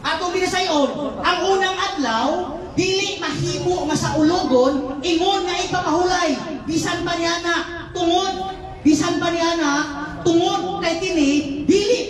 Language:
Cebuano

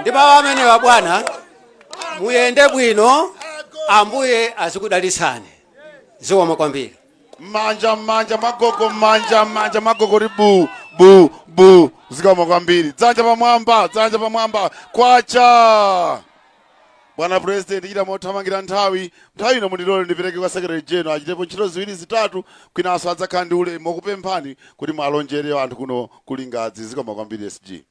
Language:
Nyanja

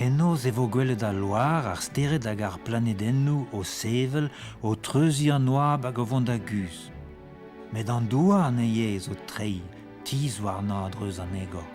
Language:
Breton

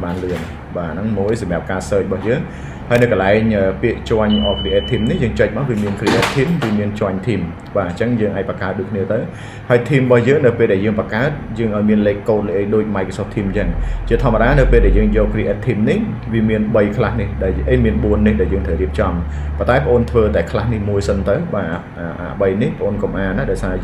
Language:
Khmer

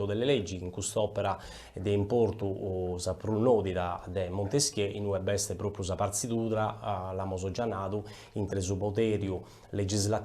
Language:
Sardinian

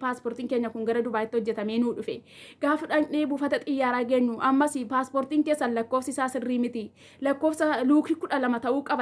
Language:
Oromo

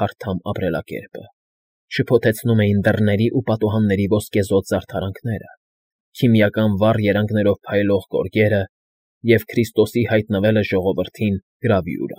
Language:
Armenian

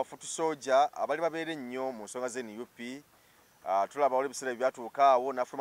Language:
Ganda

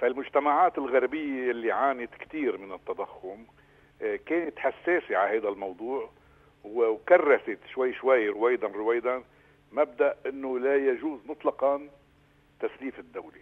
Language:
North Levantine Arabic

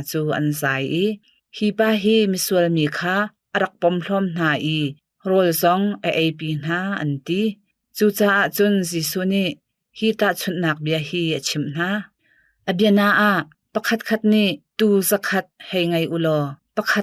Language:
Hakha Chin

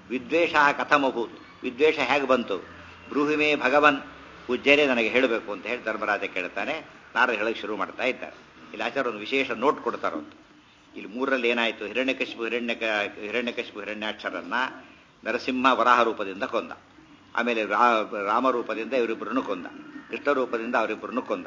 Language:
Kannada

